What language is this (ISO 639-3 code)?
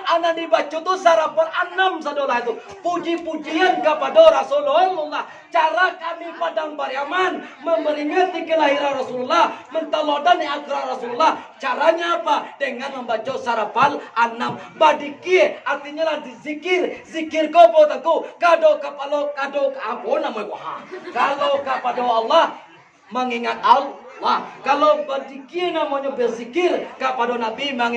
min